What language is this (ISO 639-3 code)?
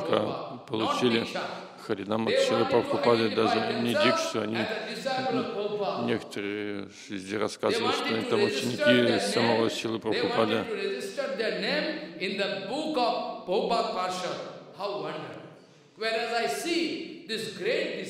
rus